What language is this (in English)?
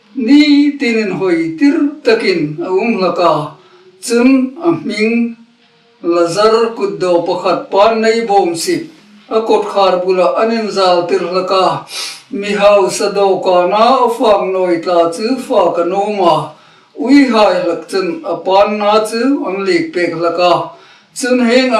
Hmar